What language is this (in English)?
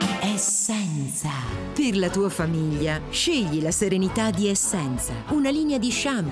Italian